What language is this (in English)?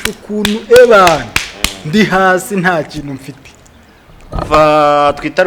Kinyarwanda